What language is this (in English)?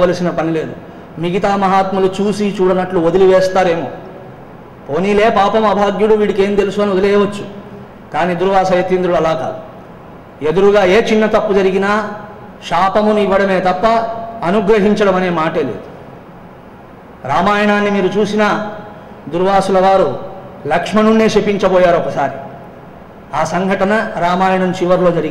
Telugu